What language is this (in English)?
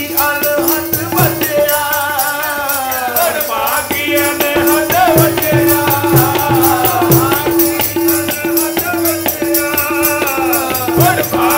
Punjabi